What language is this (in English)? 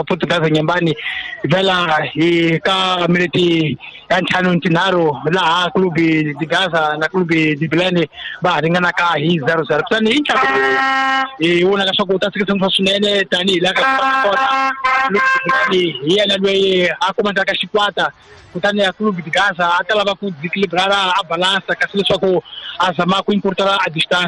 Tsonga